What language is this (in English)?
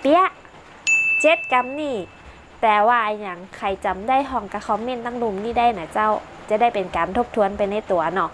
Northern Thai